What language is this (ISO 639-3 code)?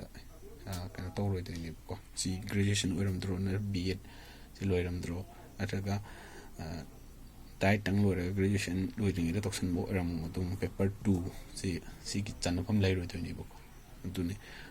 mni